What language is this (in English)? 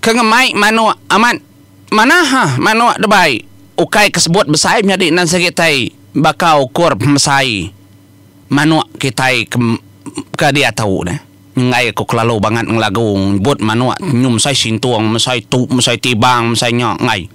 Iban